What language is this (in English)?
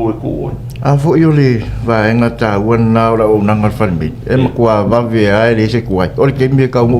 Samoan